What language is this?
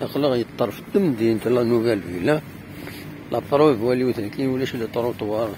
Kabyle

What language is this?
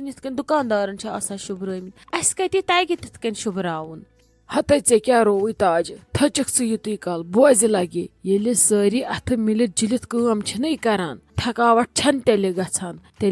Kashmiri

